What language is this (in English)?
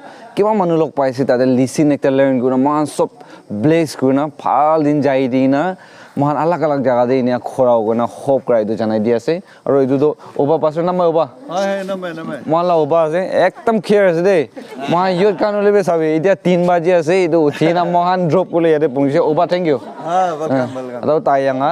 Naga Pidgin